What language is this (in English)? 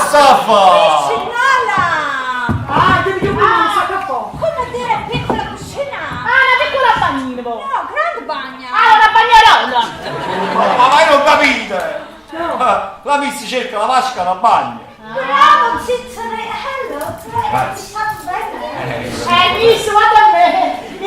Neapolitan